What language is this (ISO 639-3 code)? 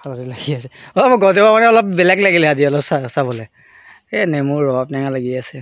asm